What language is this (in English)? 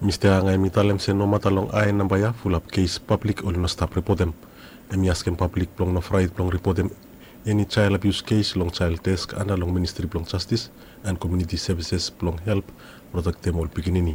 Bislama